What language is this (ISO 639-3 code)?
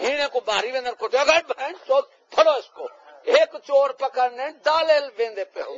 skr